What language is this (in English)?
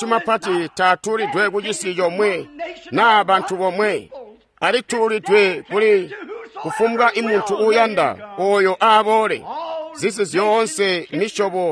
Tonga (Zambia)